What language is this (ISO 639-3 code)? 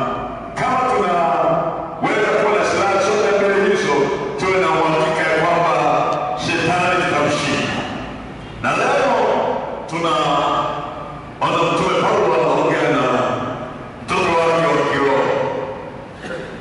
swa